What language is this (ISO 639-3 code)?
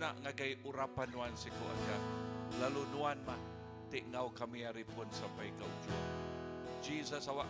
iba